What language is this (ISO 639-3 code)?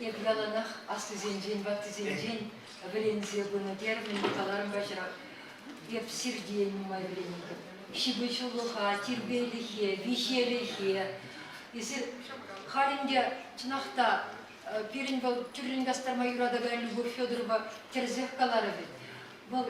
chv